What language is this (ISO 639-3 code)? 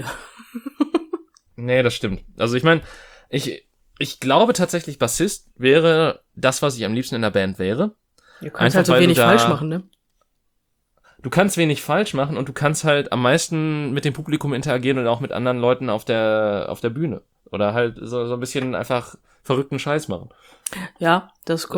deu